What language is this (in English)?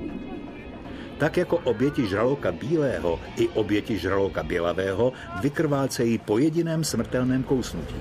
Czech